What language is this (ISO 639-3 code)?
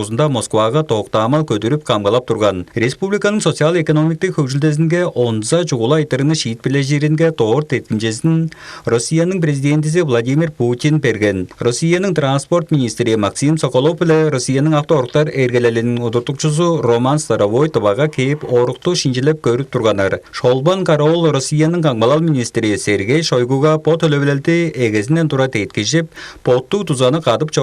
tyv